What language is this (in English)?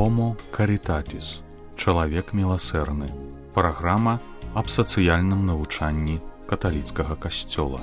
Belarusian